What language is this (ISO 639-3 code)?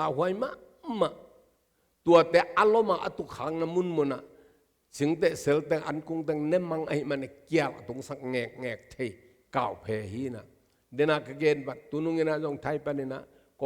ctd